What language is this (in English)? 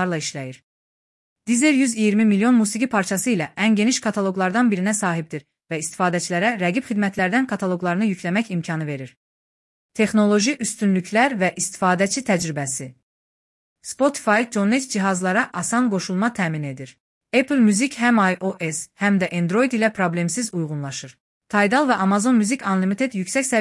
Azerbaijani